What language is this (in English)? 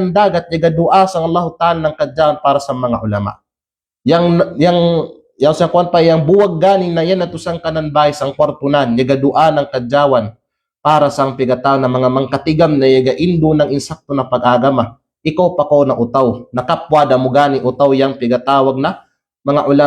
Kalagan